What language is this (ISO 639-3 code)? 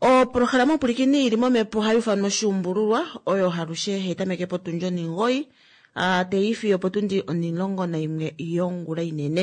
kua